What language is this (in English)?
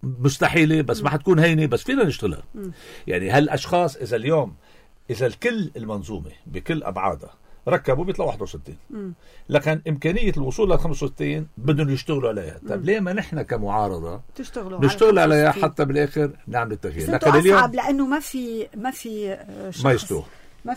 North Levantine Arabic